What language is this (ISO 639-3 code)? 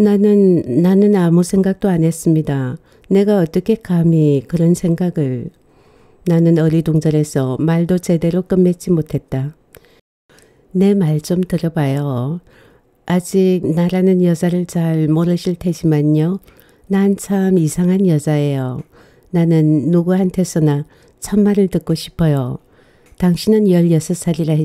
kor